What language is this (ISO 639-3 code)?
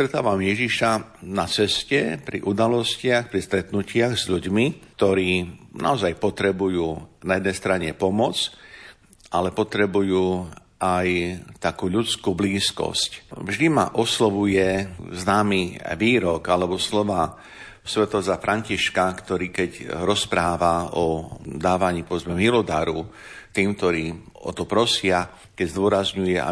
slk